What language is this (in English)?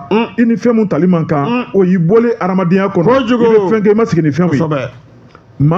Bambara